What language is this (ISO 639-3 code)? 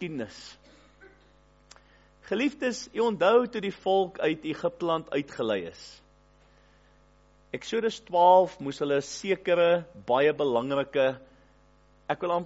afr